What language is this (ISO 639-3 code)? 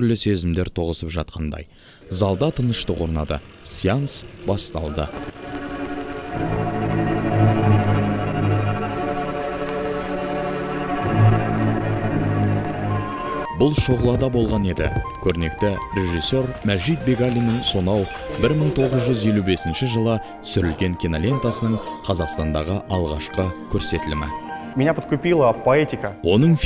kaz